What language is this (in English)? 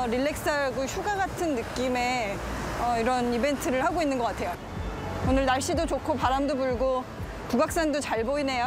Korean